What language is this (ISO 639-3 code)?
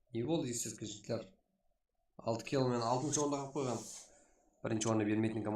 kaa